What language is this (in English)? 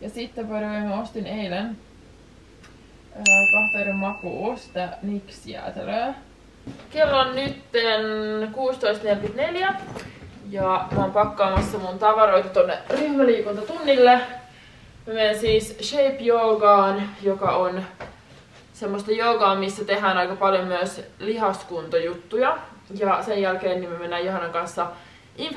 Finnish